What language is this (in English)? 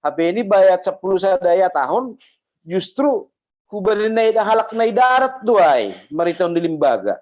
Batak Simalungun